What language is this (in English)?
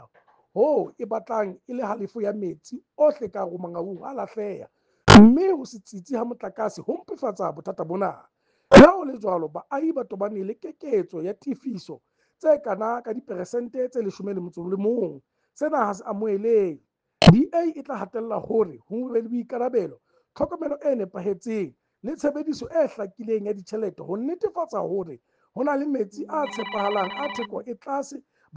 Southern Sotho